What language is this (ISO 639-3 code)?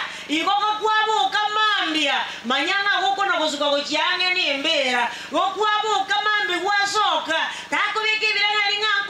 guz